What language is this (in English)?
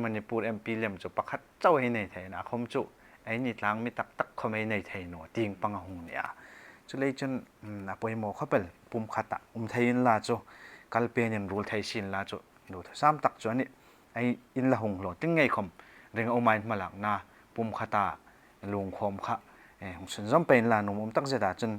Hmar